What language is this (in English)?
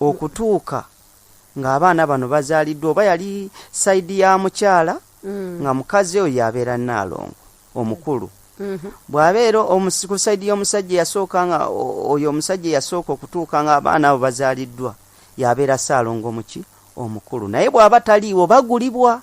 Ganda